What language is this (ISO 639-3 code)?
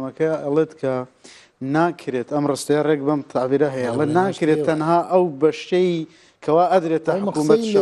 ckb